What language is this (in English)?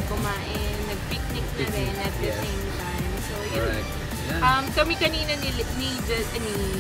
Filipino